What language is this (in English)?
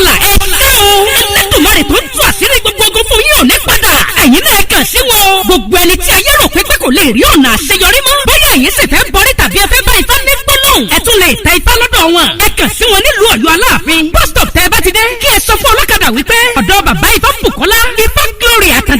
Yoruba